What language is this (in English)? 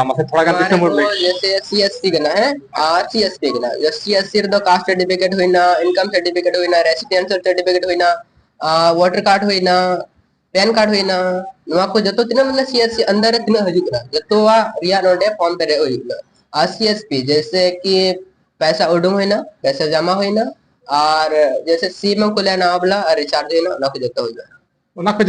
Santali